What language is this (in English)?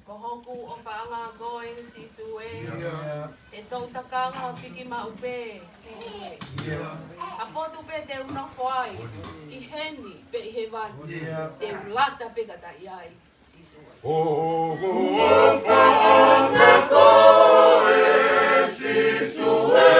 Tongan